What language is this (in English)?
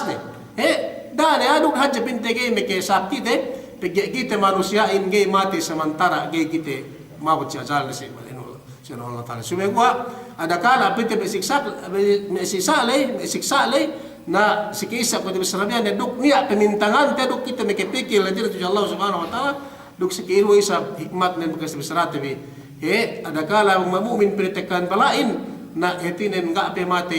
Yakan